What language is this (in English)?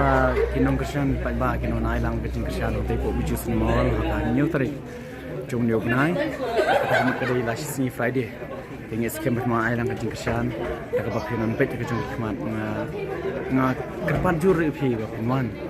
Khasi